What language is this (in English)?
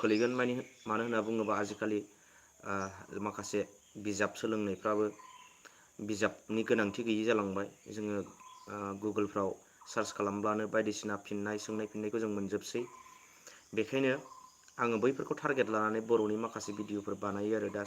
Bodo